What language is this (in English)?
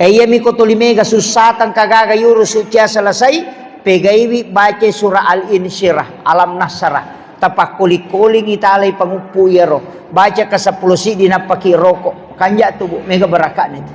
Buginese